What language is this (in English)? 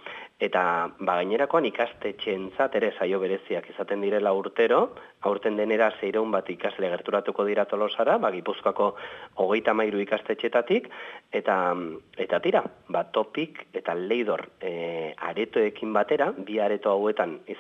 Basque